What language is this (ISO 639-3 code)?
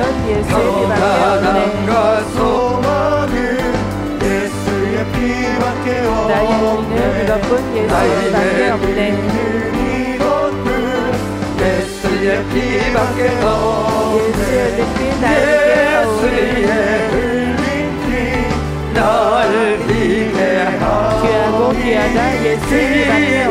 kor